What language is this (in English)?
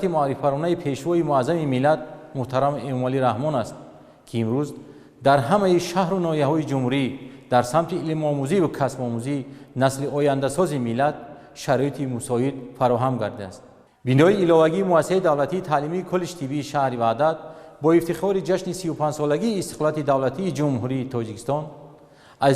Tajik